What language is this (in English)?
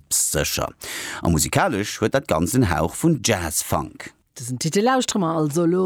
Luxembourgish